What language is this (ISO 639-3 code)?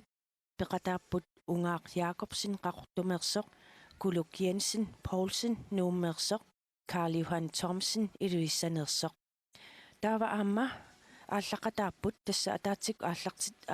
kal